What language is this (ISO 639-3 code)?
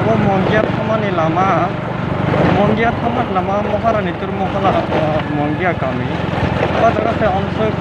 trp